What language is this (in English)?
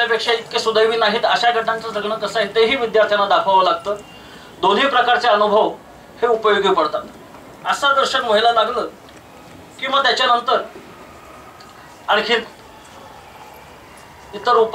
Marathi